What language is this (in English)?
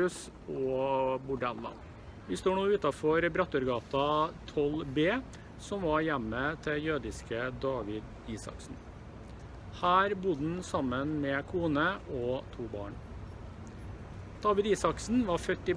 Norwegian